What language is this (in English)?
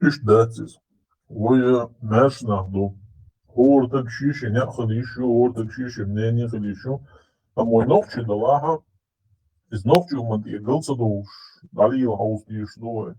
Chechen